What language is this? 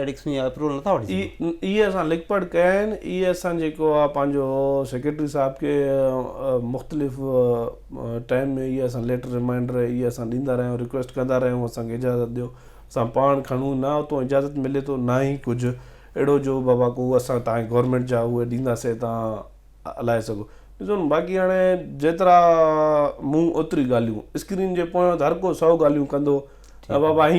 Sindhi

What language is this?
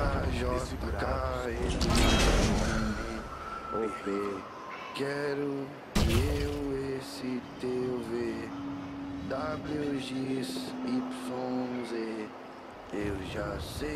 Portuguese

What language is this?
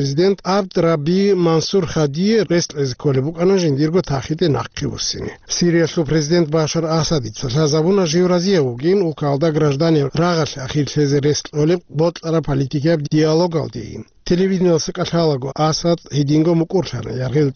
Avaric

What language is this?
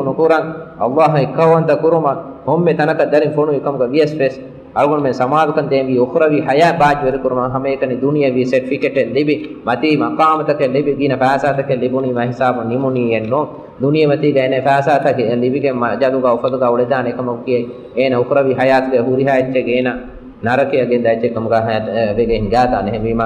Divehi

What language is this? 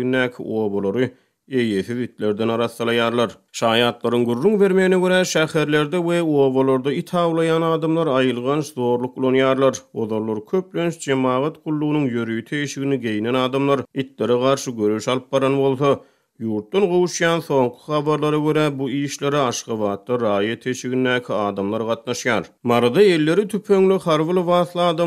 Turkmen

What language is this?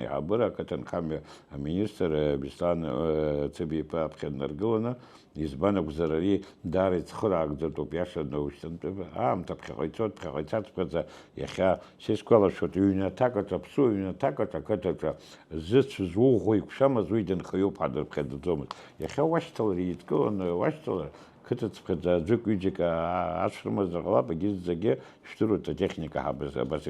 Abkhazian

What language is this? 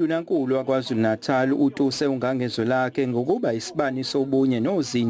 Zulu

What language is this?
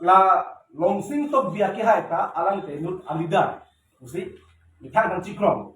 Karbi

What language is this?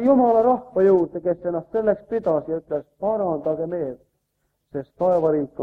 Estonian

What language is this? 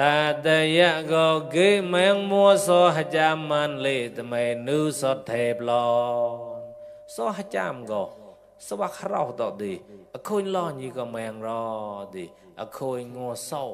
Mon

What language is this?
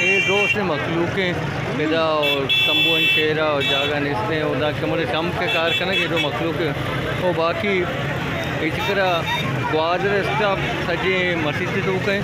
Baluchi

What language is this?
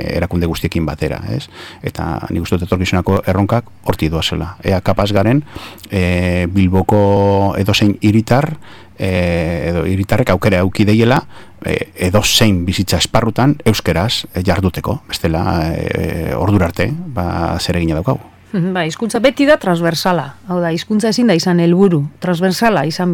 Basque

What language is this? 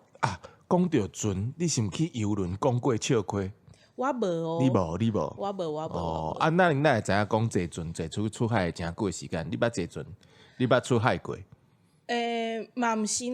Min Nan Chinese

